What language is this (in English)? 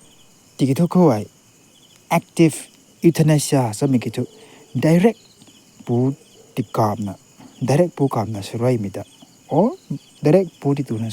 Rongmei Naga